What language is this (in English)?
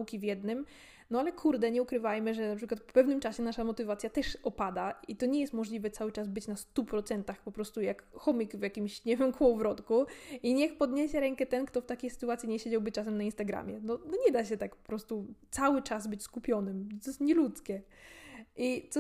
Polish